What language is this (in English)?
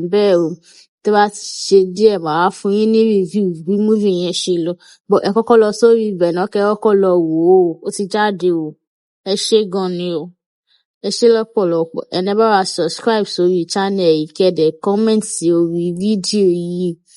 Yoruba